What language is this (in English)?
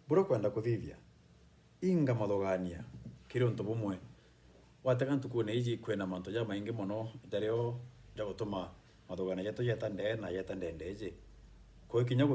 Meru